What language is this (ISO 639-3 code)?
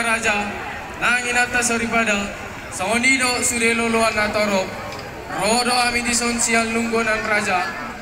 bbc